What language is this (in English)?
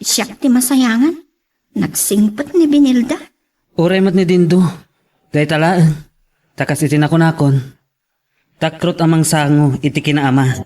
Iloko